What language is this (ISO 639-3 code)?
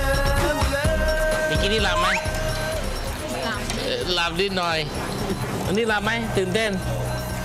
tha